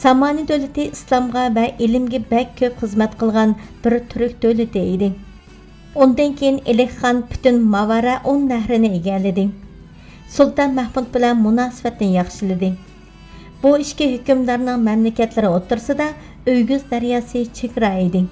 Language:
Uyghur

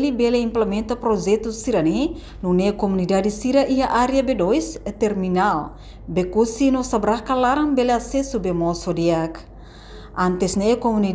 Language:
Tetum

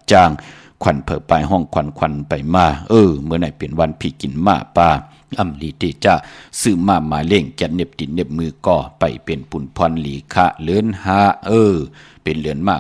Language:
Shan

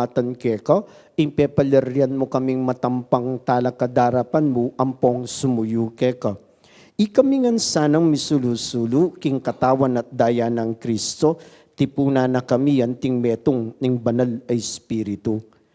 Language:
Pampanga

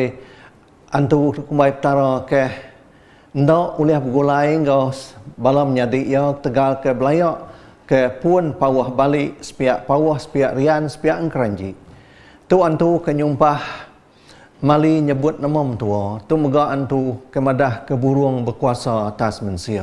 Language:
Iban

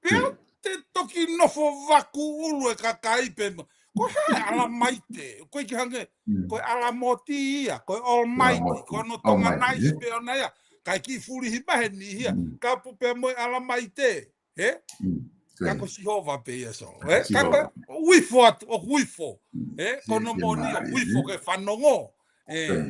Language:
Tongan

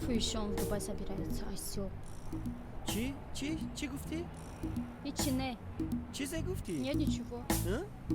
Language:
Tajik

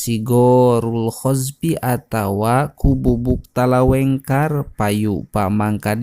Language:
Sundanese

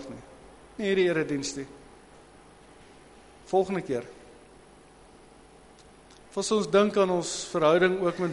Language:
Afrikaans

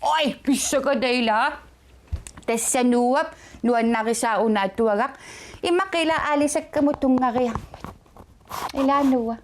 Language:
Kalaallisut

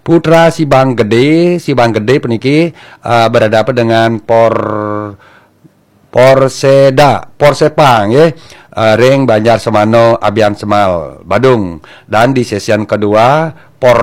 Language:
Balinese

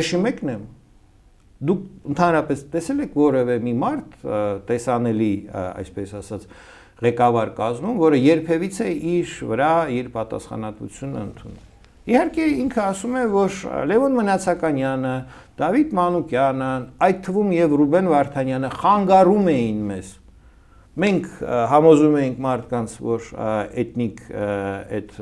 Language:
Armenian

